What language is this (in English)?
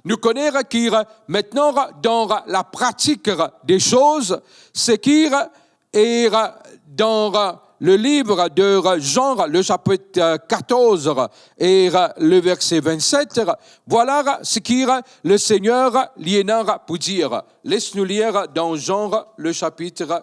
Morisyen